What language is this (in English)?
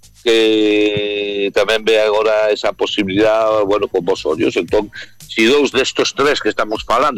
Galician